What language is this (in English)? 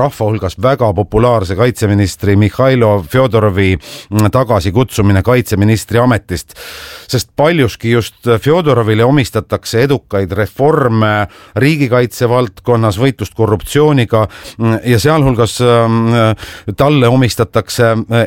Estonian